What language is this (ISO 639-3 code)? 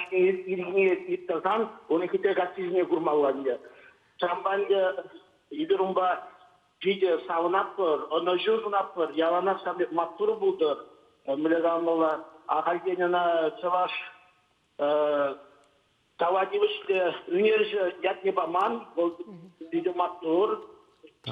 chv